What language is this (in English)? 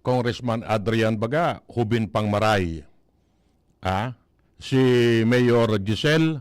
Bikol